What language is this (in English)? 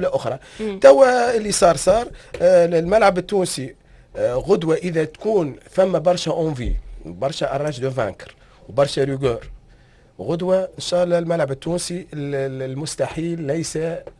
Tunisian Arabic